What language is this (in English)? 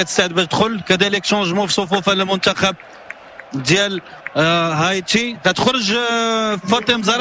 Moroccan Arabic